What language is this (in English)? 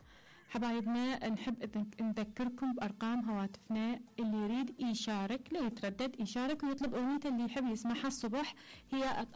Mesopotamian Arabic